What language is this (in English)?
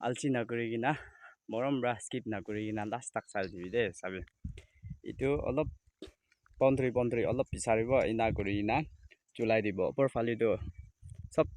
Naga Pidgin